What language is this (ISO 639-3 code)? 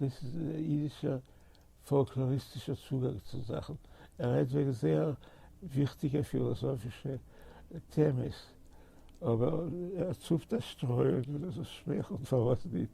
yid